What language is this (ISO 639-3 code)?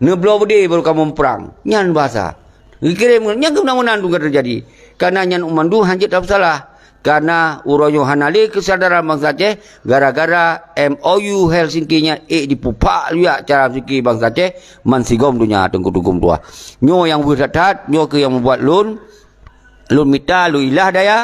ace